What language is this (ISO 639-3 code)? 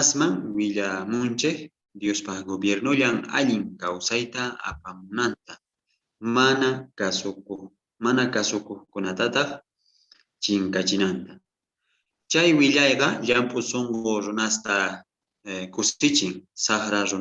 quh